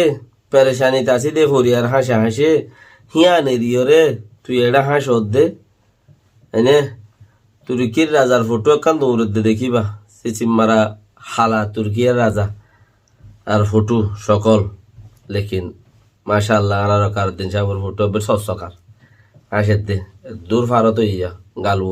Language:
Rohingya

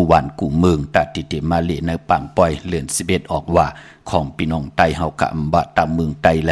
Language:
Shan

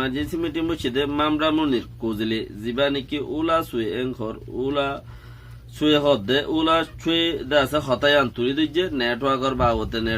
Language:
Rohingya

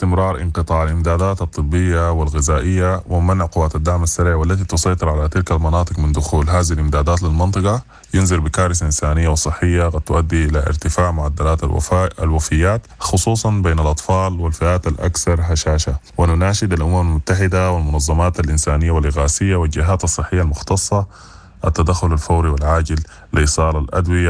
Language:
Sudanese Arabic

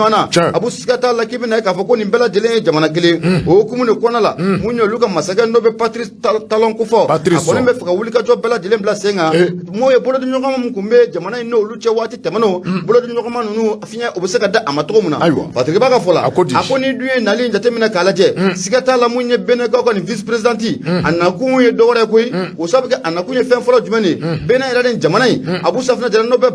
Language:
Bambara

